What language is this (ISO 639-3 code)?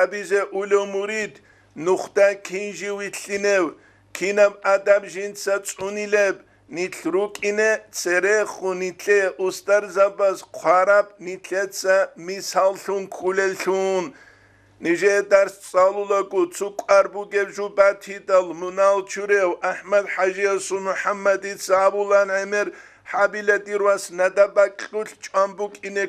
ava